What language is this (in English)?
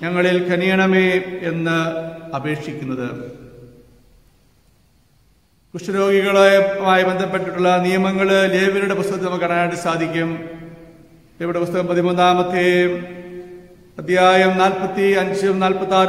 Malayalam